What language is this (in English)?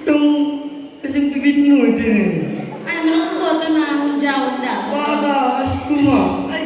Batak Simalungun